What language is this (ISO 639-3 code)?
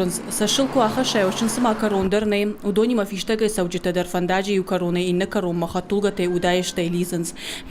oss